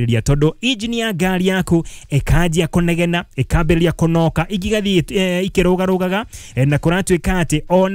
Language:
Kikuyu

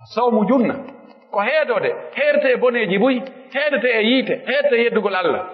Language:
Pular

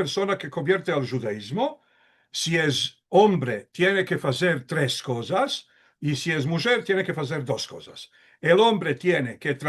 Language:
Ladino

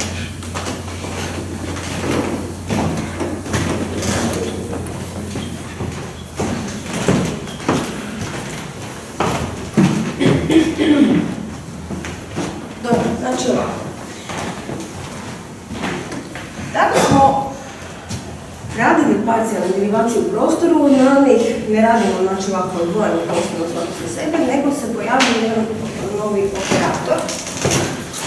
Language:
Croatian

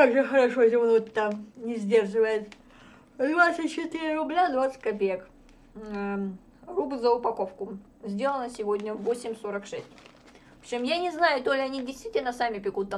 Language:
Russian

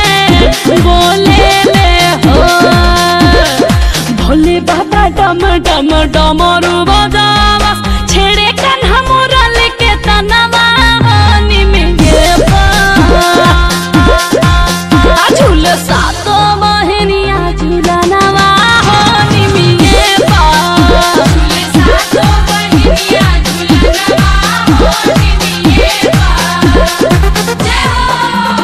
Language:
Bhojpuri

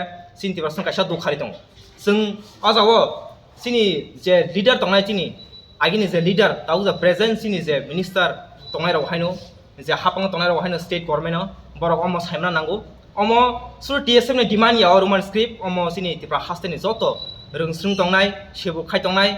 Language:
Kok Borok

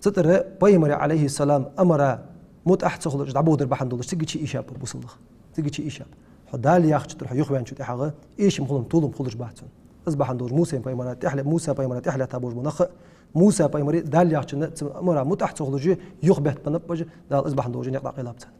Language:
Ingush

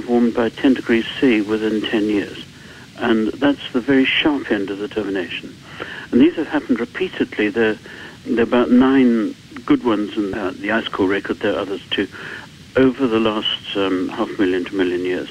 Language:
English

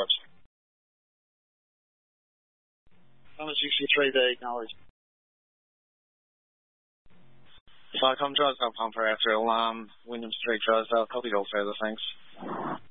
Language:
English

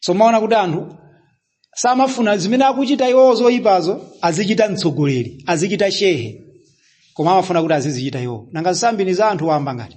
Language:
Nyanja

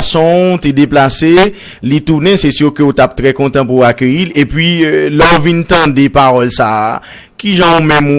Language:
Haitian Creole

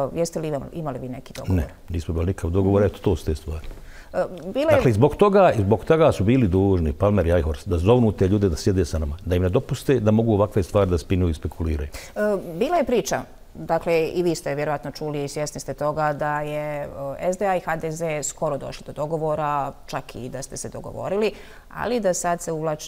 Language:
Bosnian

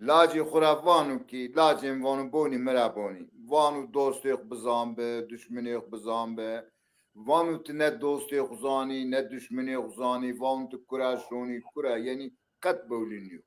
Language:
Zaza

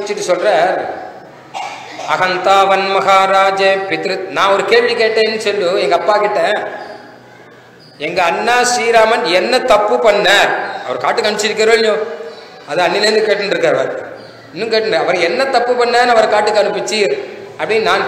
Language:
Tamil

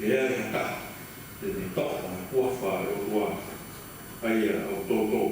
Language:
Tongan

